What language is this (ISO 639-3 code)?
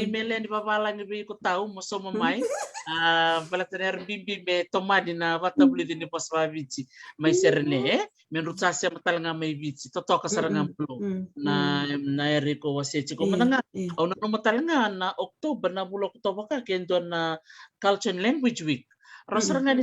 fij